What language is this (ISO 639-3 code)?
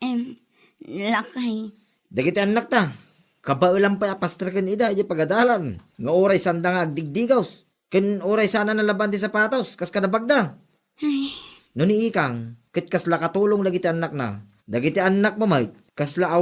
ilo